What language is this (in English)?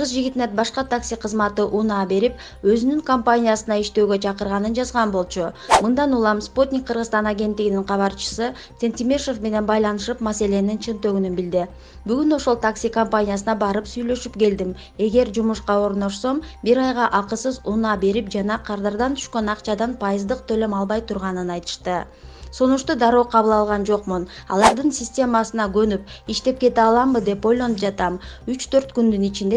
Kyrgyz